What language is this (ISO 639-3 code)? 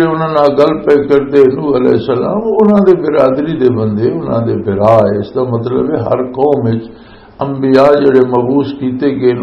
lah